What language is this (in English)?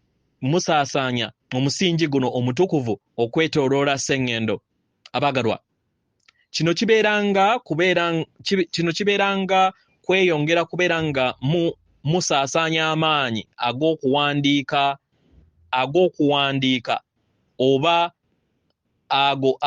Ganda